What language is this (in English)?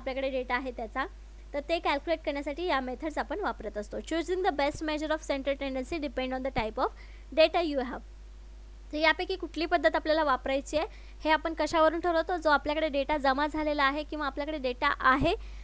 Marathi